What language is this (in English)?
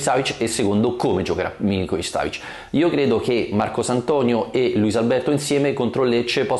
Italian